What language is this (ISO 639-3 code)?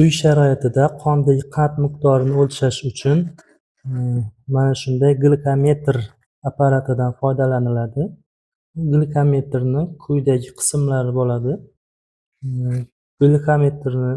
uzb